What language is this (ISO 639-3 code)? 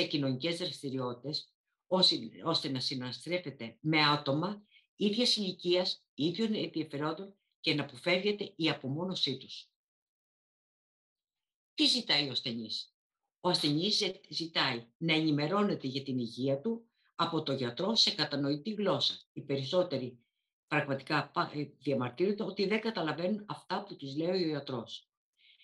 ell